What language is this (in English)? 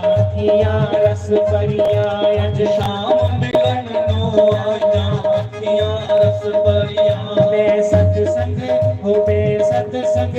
Dogri